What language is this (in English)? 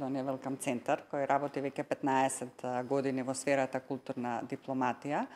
Macedonian